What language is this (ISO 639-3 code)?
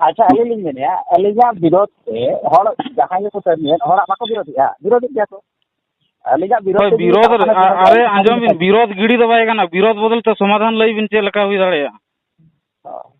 sat